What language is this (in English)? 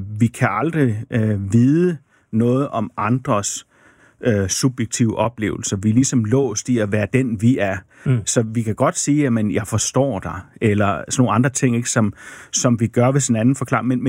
Danish